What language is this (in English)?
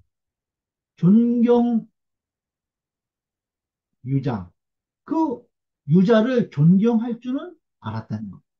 Korean